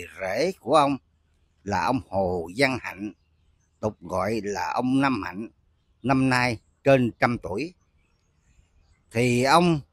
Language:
Vietnamese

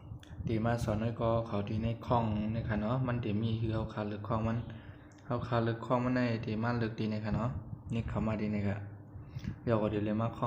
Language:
Shan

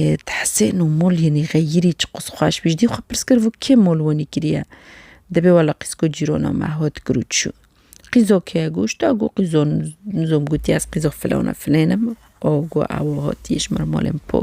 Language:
Kurdish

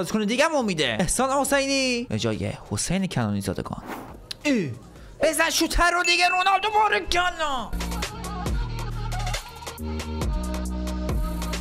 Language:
Persian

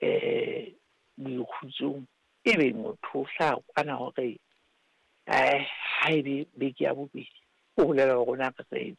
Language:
Southern Sotho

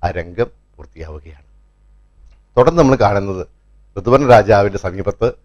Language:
Malayalam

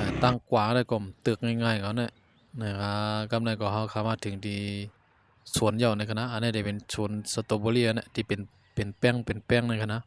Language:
Shan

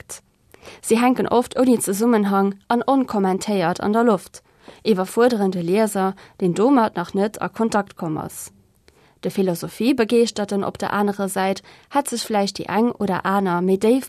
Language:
Luxembourgish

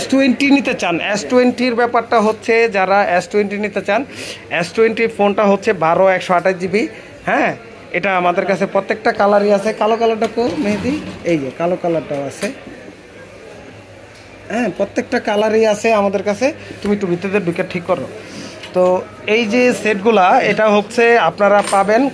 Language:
Bangla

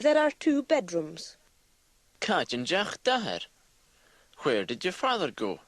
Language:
Scottish Gaelic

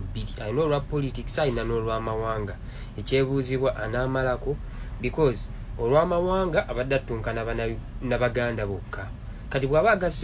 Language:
Ganda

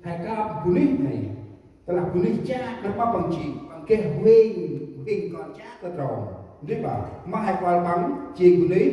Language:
Central Mnong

